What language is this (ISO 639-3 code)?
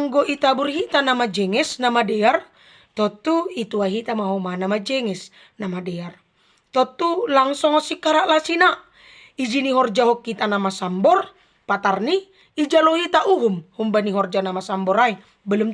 bts